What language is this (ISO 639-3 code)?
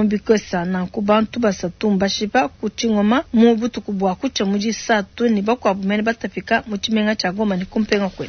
lua